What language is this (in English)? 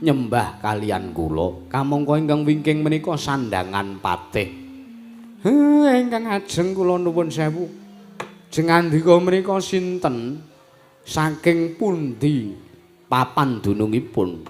Javanese